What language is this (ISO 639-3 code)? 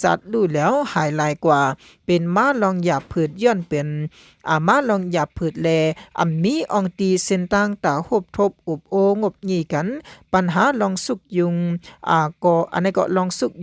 shn